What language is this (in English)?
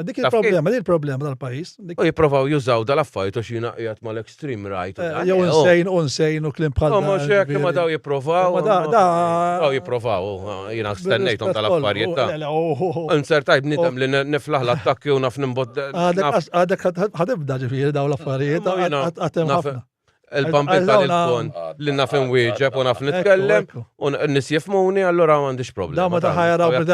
Maltese